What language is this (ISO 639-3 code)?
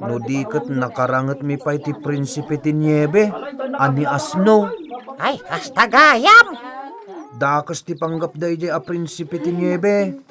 ilo